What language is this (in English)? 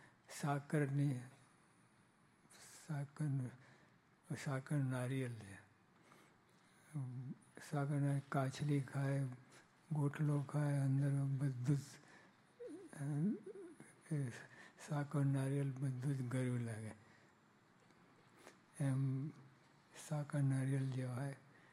Gujarati